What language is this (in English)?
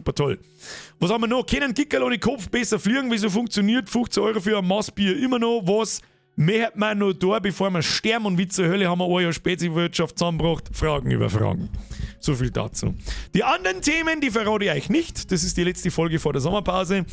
Bavarian